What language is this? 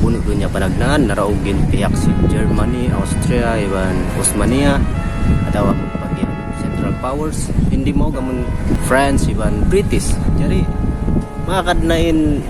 Tausug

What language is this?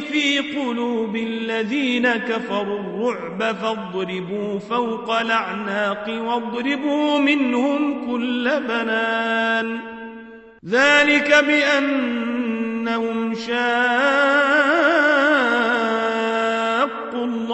Arabic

